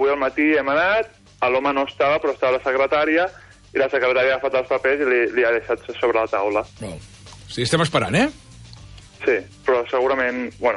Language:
Catalan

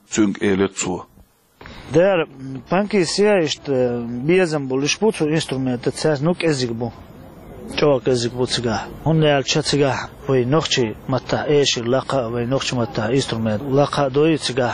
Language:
Chechen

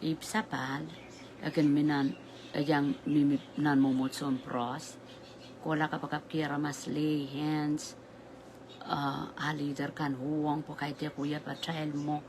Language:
Pohnpeian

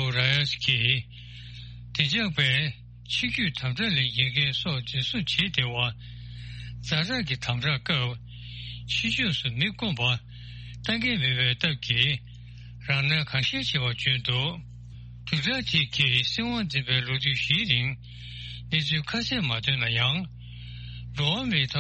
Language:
Tibetan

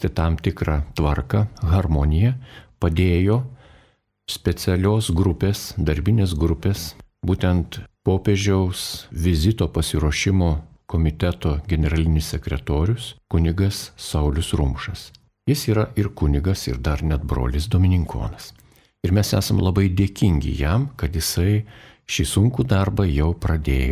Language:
Lithuanian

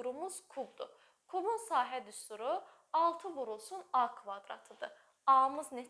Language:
Azerbaijani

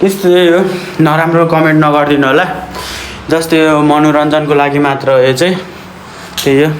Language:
Nepali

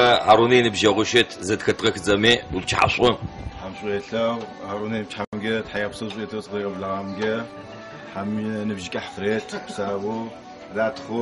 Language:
Adyghe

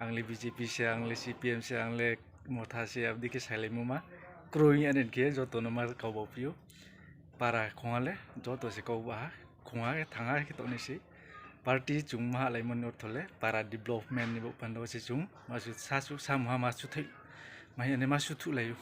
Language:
Riang (India)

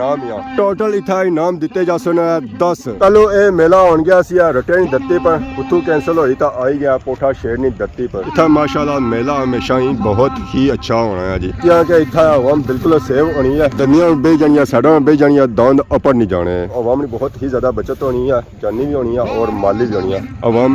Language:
Pahari-Potwari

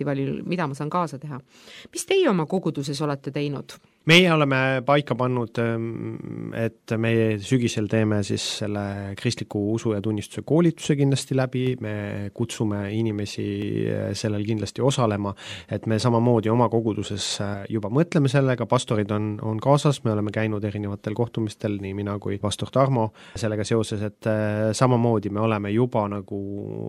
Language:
Estonian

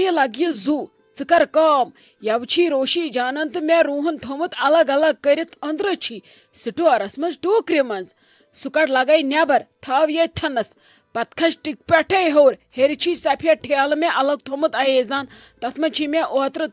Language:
Kashmiri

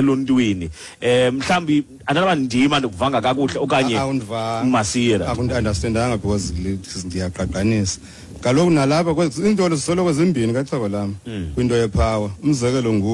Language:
Xhosa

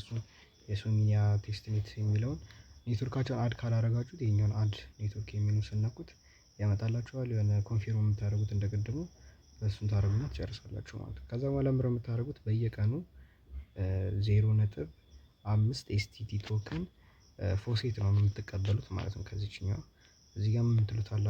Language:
Amharic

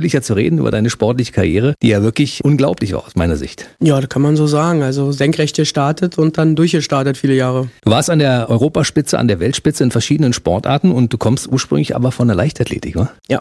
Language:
German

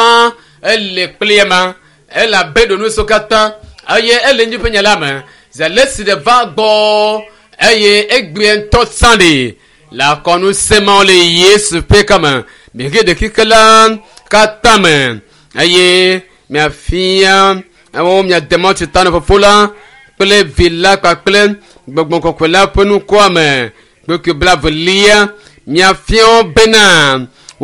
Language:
Ewe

